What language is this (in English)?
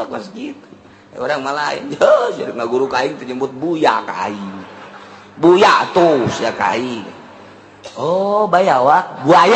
Sundanese